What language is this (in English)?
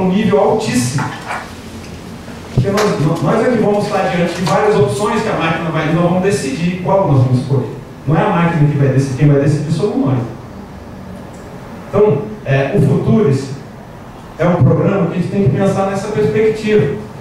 Portuguese